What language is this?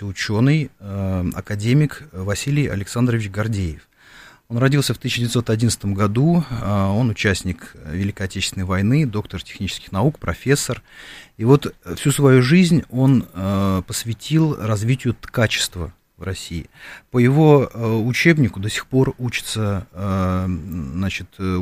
Russian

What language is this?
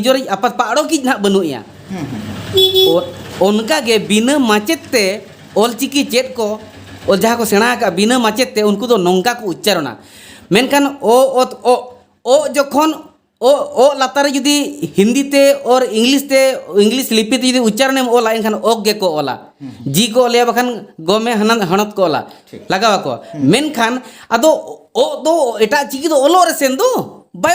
Santali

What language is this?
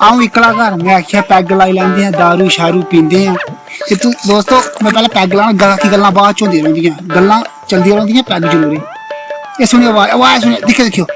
Dogri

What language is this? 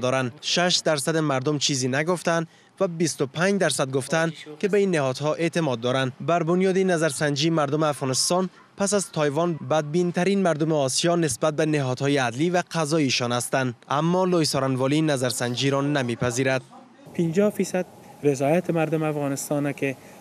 Persian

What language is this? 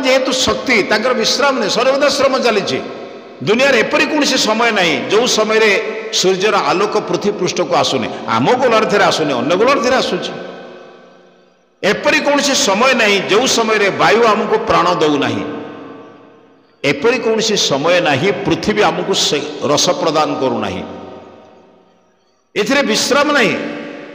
Odia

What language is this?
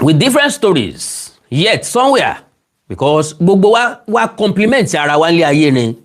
Yoruba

